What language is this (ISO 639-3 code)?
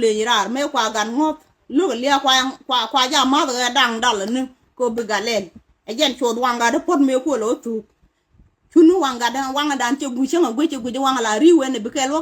nus